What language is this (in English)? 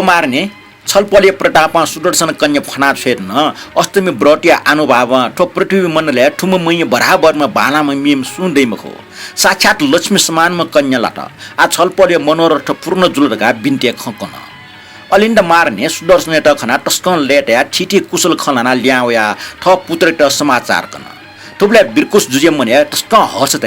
Newari